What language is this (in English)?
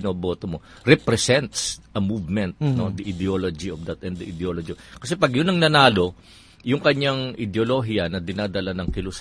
Filipino